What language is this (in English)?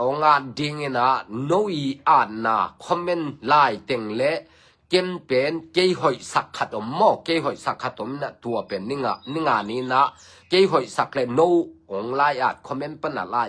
Tedim Chin